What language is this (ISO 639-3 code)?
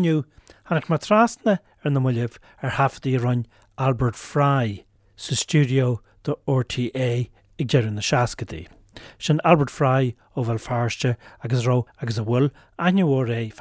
gle